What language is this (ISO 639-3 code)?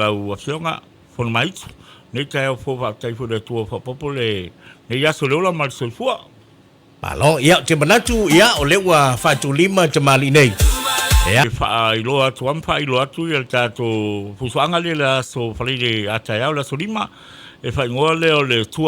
smo